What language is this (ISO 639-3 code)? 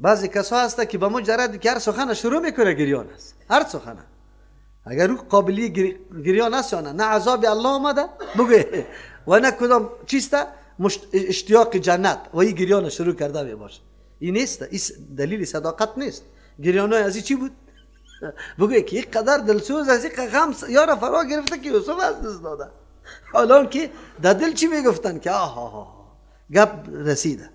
fas